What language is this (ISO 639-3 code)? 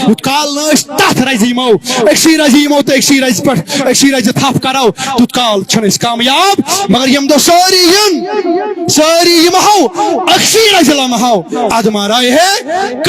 kas